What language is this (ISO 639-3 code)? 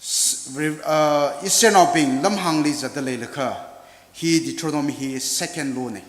nmf